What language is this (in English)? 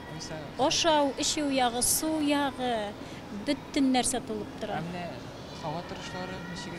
Tatar